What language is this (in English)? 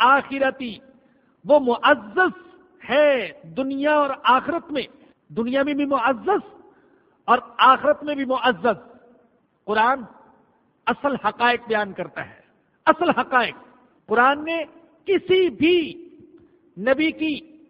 Urdu